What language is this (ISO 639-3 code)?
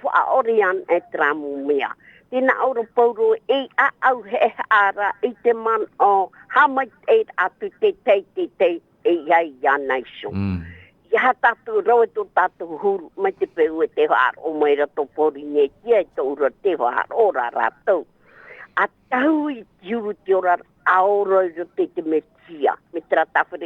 tah